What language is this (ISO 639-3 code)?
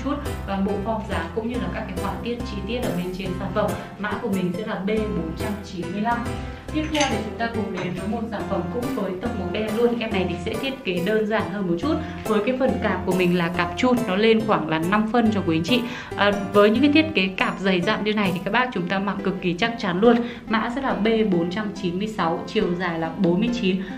vie